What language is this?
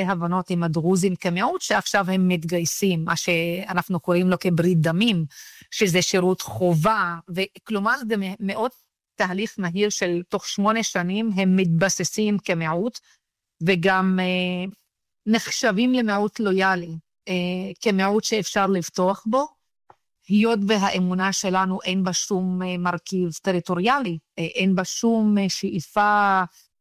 Hebrew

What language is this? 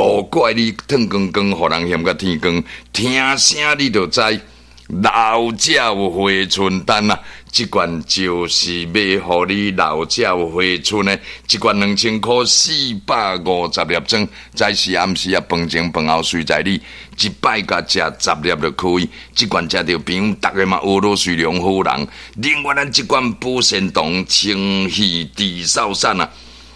Min Nan Chinese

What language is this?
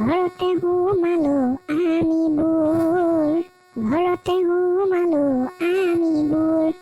Assamese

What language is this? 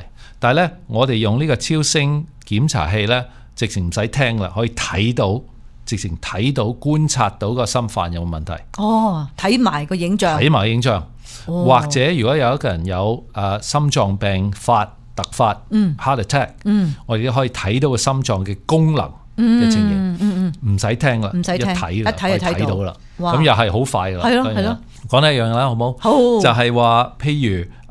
Cantonese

